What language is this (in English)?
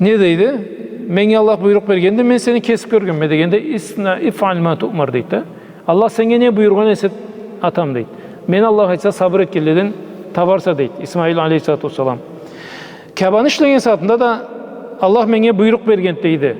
Karachay-Balkar